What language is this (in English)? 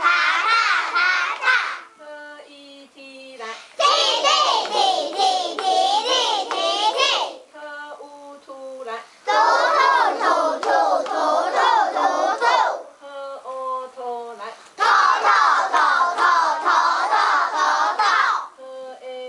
Min Nan Chinese